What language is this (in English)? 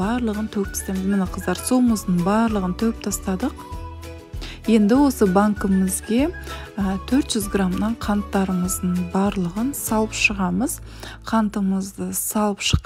Kazakh